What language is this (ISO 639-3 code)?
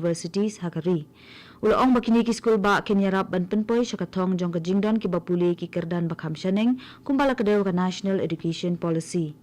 kha